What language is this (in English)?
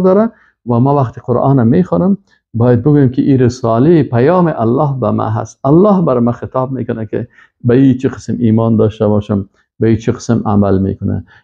Persian